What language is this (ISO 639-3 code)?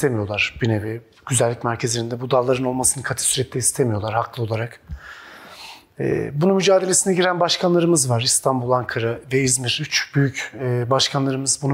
tur